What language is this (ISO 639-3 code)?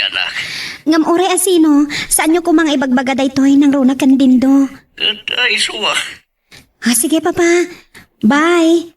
ilo